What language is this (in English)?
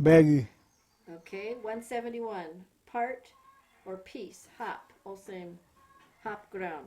Kamasau